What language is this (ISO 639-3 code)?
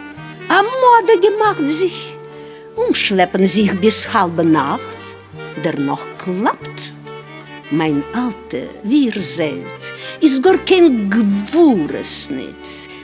yid